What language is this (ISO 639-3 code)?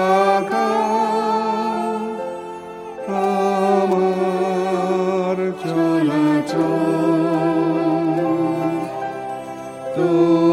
ben